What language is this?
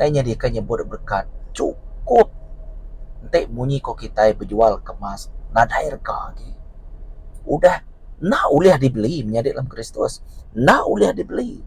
Iban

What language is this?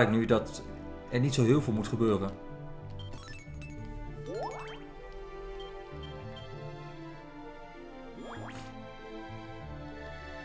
Dutch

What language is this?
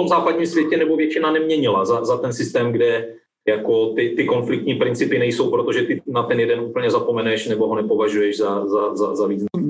Czech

